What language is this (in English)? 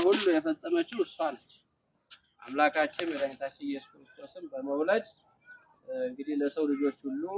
Amharic